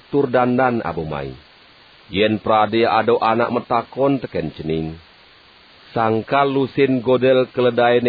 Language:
Balinese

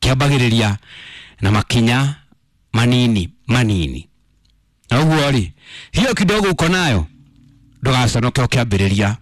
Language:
Kikuyu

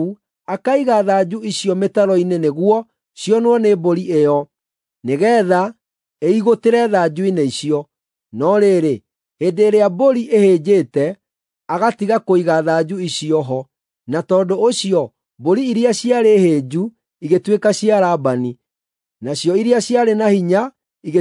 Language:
Kikuyu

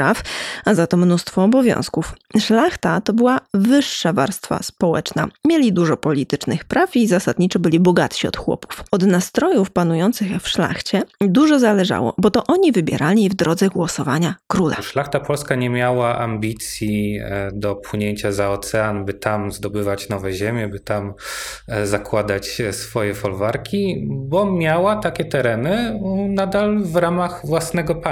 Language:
Polish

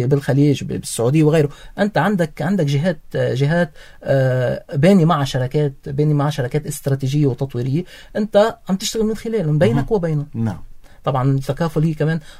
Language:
North Levantine Arabic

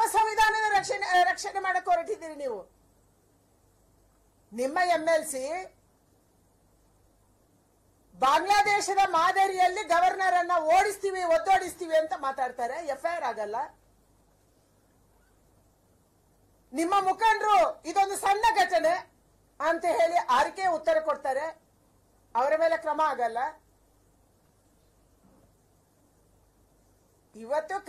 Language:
Kannada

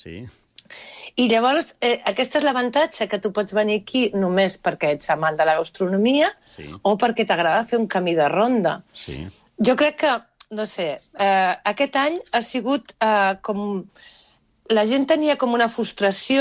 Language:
Catalan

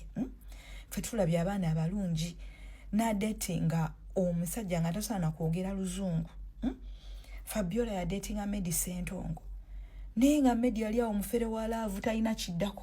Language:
Ganda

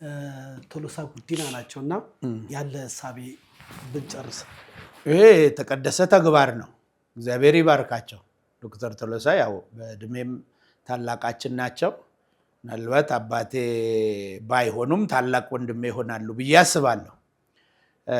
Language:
Amharic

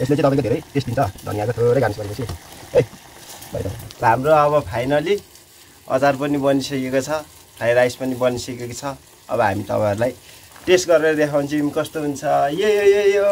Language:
Nepali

